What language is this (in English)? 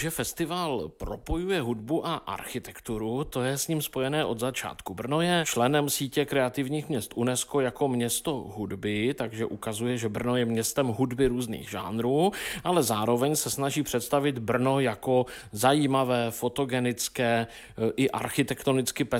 Czech